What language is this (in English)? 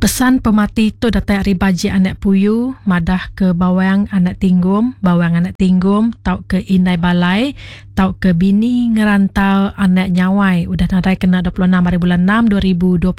Iban